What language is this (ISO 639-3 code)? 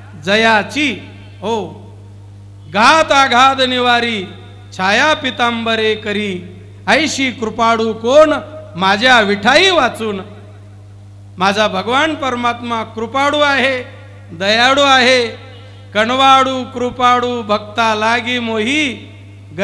mar